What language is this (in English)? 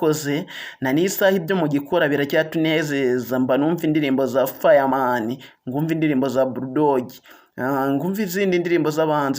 Kinyarwanda